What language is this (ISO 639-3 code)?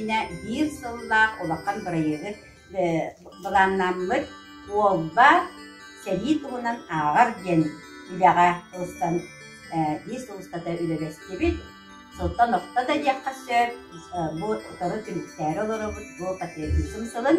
sah